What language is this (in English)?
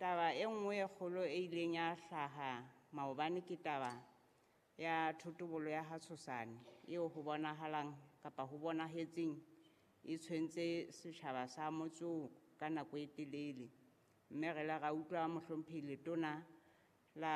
Southern Sotho